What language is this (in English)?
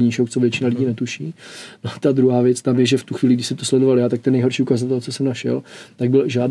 Czech